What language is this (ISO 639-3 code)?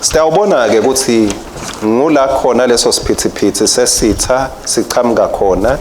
ssw